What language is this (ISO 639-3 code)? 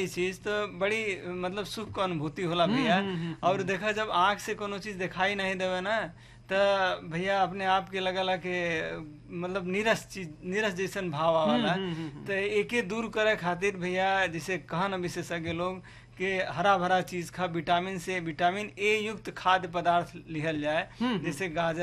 bho